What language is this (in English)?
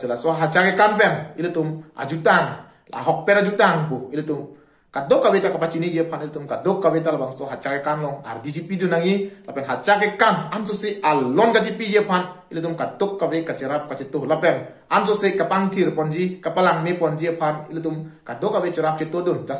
Karbi